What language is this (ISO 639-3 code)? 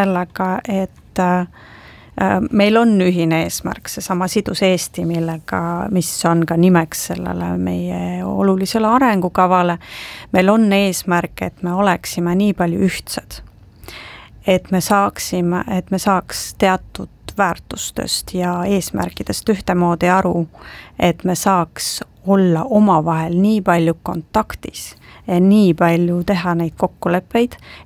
est